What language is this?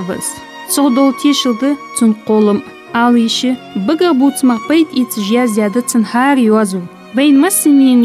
Ingush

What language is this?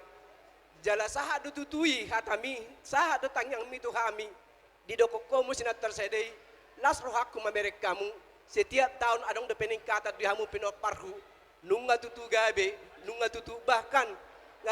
Batak Toba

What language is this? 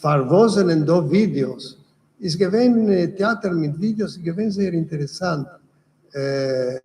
Yiddish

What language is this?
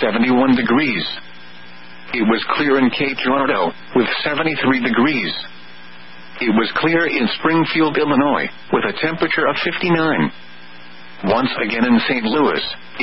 English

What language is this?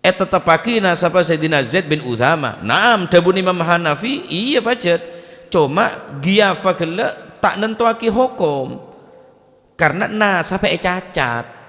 Madurese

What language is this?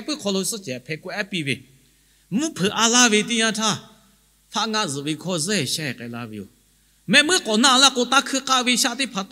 Lahu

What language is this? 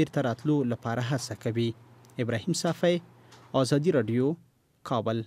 Pashto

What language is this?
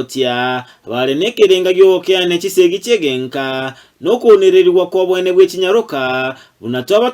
Gusii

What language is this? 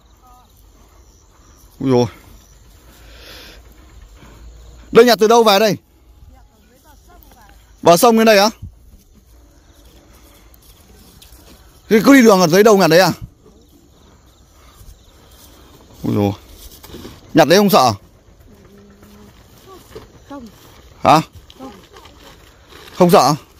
Vietnamese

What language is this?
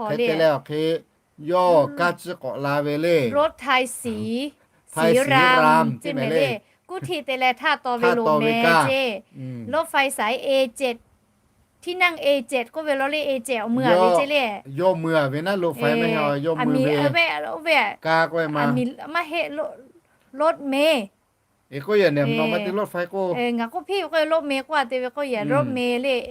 Lahu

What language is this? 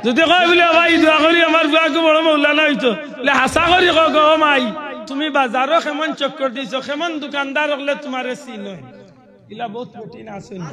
Sylheti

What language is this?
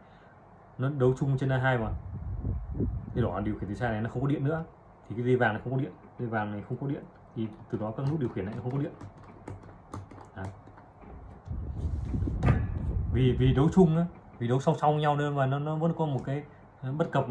Vietnamese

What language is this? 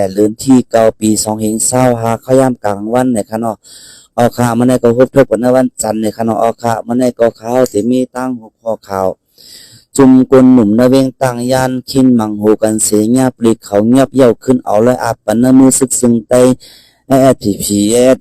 Shan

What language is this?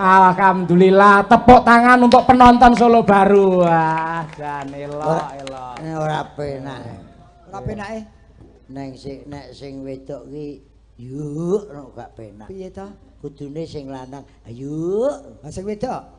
Javanese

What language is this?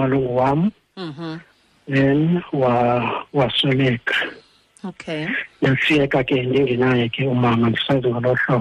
Xhosa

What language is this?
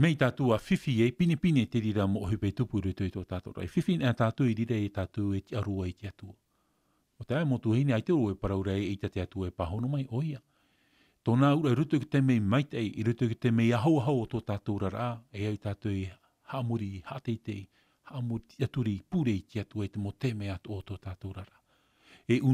Tahitian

